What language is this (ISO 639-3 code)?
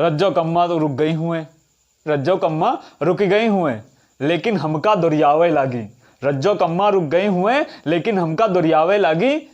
awa